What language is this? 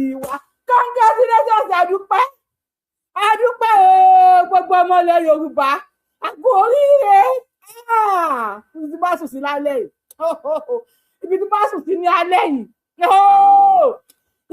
Yoruba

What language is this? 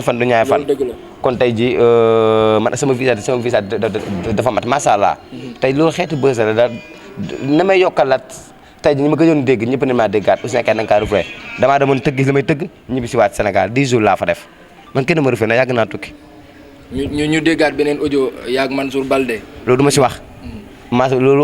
Wolof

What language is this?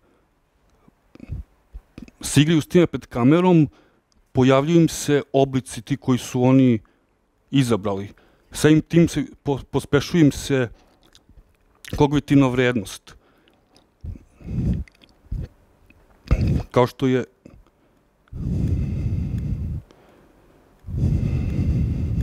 Serbian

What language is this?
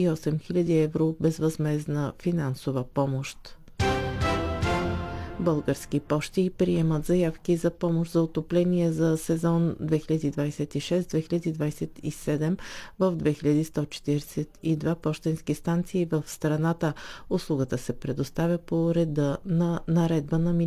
Bulgarian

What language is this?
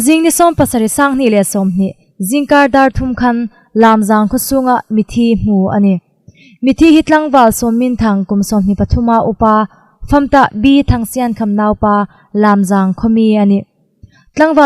Hmar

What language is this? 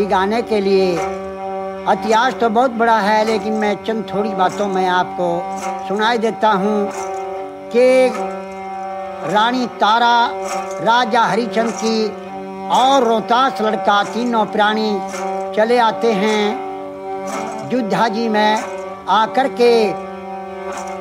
Hindi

